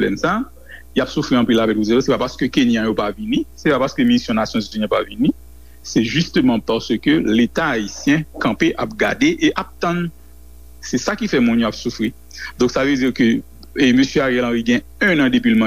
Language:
Haitian Creole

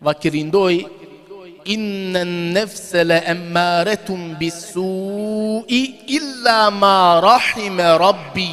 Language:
Balkan Romani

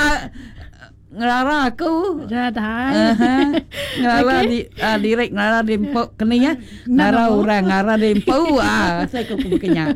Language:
Iban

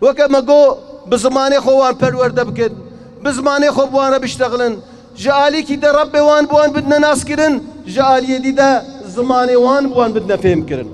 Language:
Kurdish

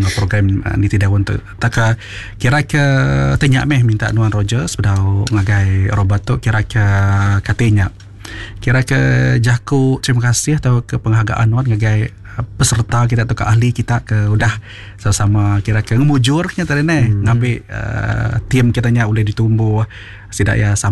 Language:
Iban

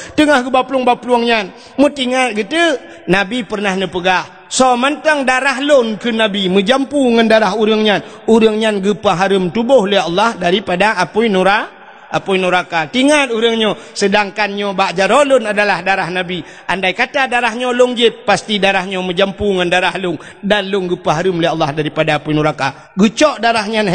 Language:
Achinese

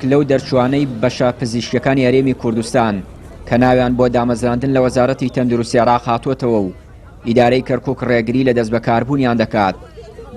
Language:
Central Kurdish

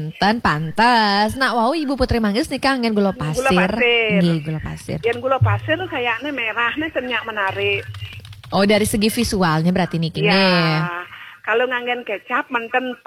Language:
Balinese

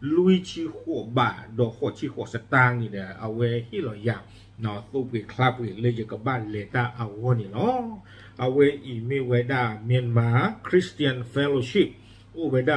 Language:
S'gaw Karen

